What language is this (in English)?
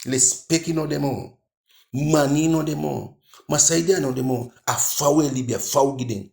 Eastern Maroon Creole